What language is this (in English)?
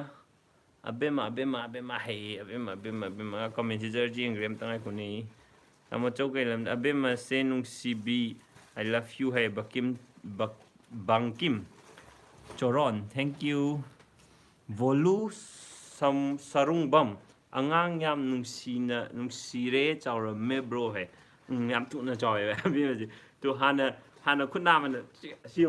Manipuri